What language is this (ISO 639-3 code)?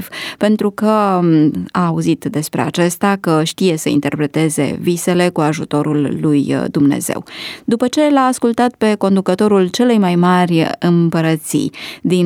ron